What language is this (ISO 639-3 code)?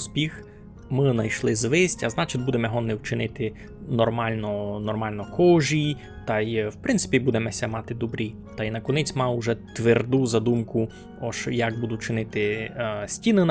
rue